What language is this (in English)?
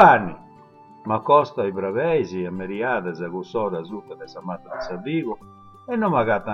Sardinian